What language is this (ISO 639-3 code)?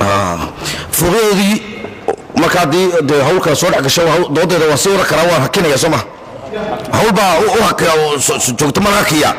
som